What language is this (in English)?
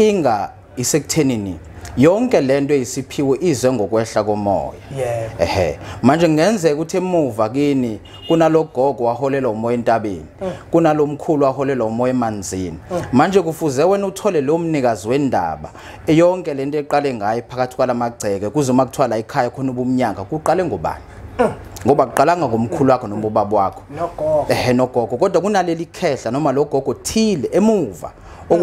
Zulu